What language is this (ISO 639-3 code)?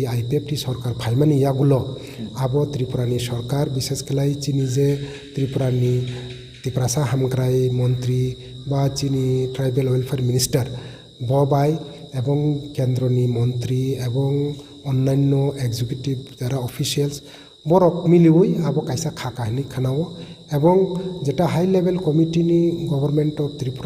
trp